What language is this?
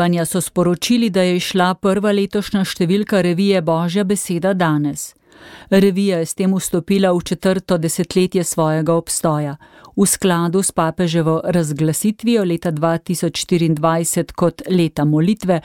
Slovenian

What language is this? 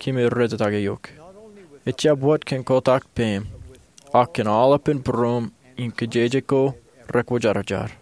Marshallese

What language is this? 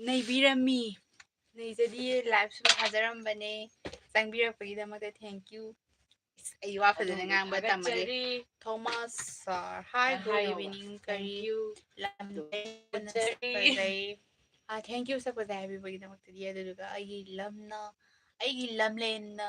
Manipuri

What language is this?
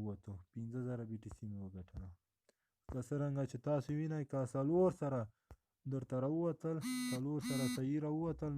Pashto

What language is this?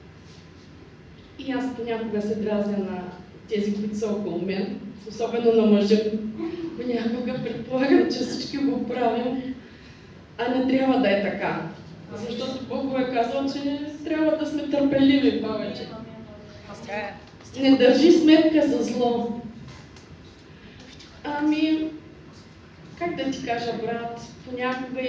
Bulgarian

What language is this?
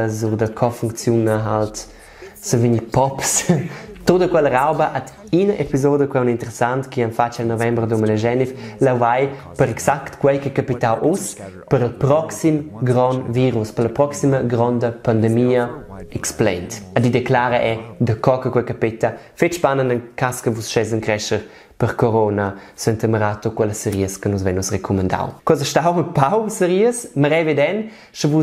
Romansh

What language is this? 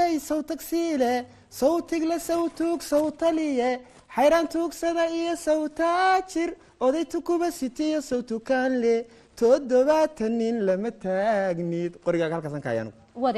Somali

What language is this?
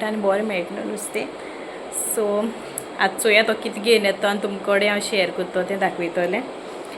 Konkani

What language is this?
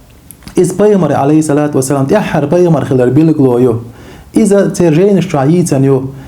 Chechen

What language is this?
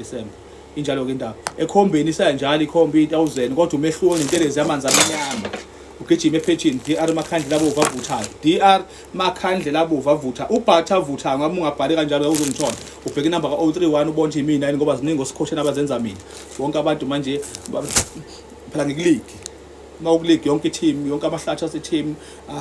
Zulu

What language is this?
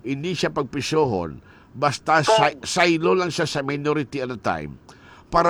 Hiligaynon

